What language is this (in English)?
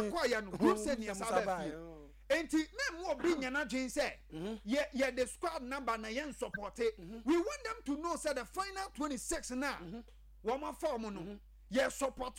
Akan